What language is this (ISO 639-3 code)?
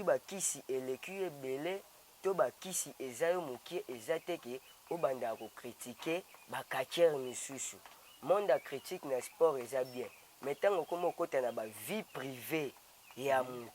lin